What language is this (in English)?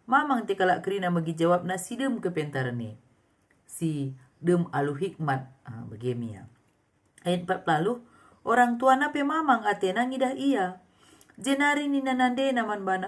Batak Karo